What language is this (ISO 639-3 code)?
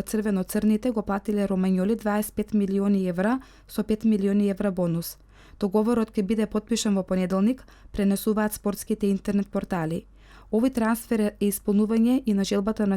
mkd